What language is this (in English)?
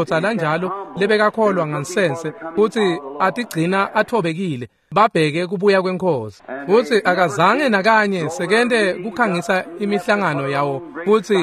Swati